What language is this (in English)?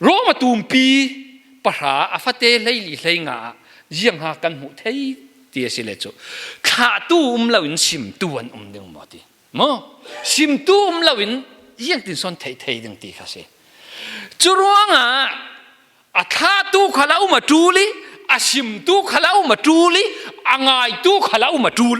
Falam Chin